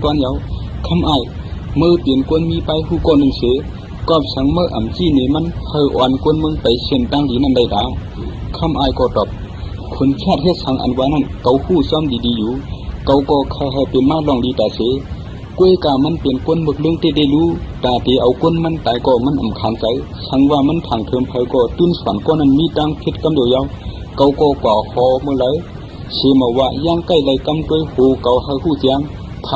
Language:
Shan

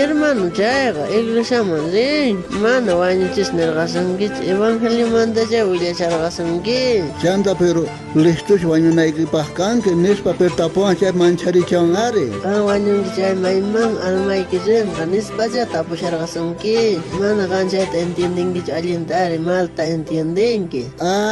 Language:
South Bolivian Quechua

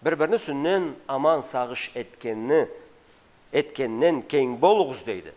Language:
Karachay-Balkar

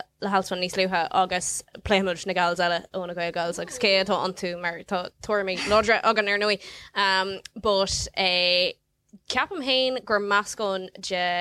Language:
Irish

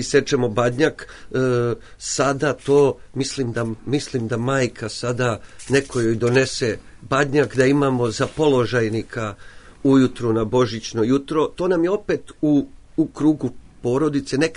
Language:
Serbian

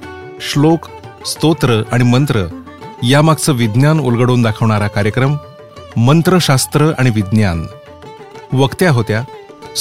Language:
Marathi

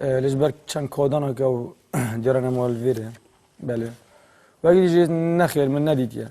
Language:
Kurdish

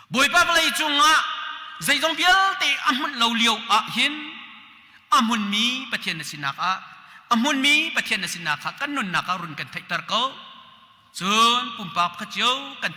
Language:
Hakha Chin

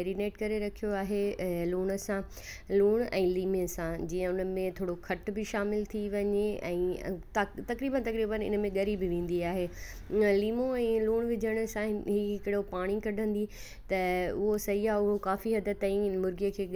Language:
Sindhi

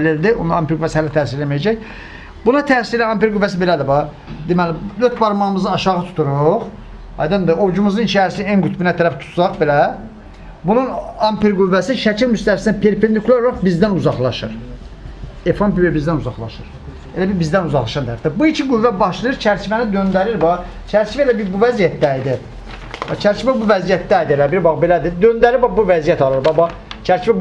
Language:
Azerbaijani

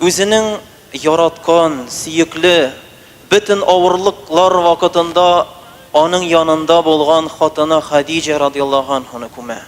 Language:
Tatar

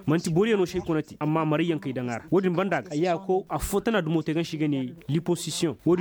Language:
Koyraboro Senni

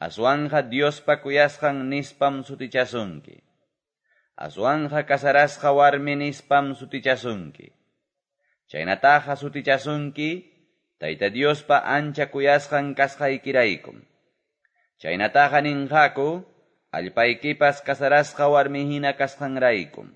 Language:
Quechua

